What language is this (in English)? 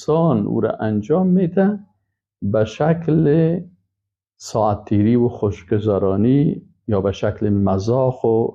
Persian